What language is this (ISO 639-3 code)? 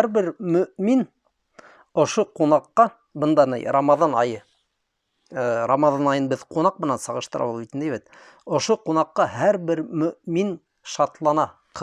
bak